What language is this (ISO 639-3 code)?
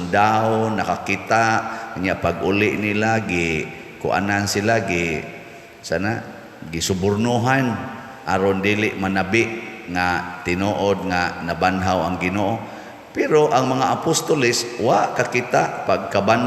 ceb